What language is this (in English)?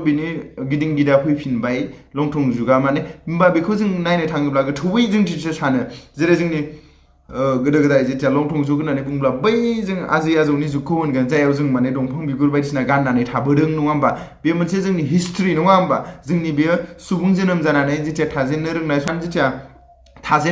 Bodo